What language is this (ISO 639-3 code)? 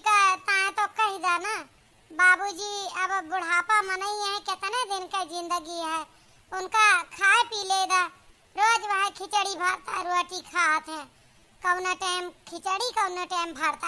awa